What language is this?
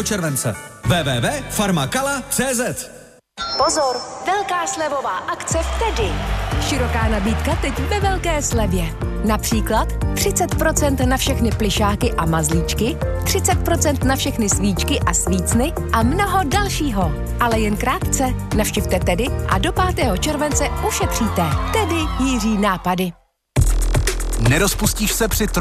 Czech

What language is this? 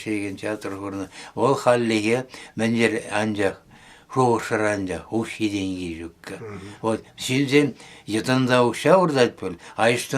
Chuvash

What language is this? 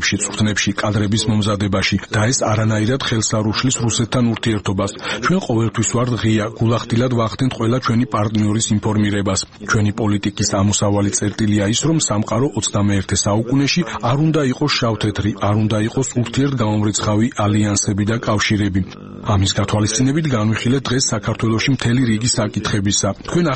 Georgian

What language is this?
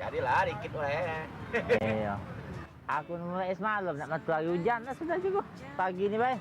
Musi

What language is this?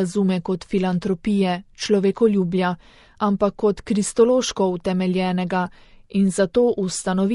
Slovenian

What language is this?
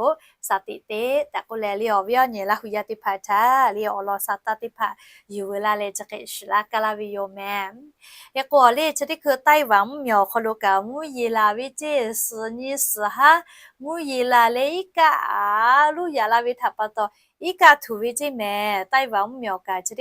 Lahu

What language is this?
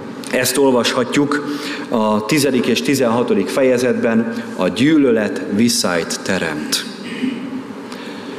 Hungarian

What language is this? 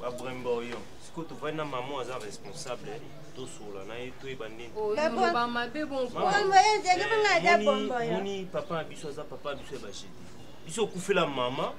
Lingala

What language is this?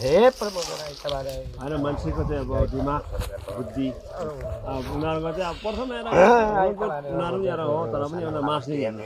Limbu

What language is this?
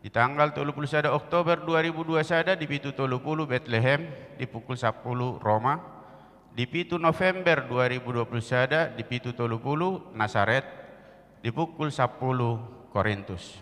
Batak Toba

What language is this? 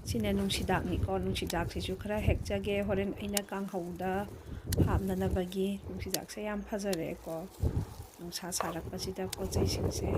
Manipuri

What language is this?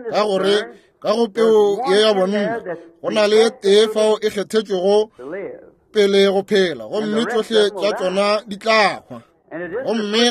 Northern Sotho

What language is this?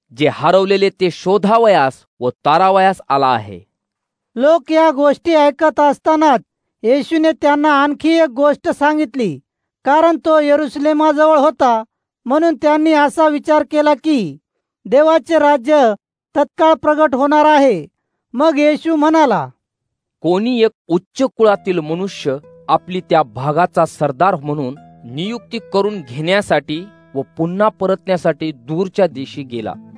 Marathi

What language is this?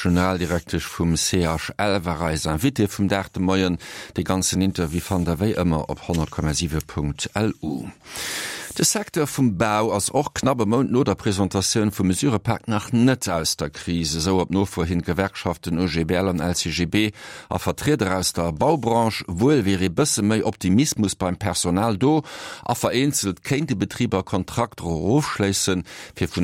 Luxembourgish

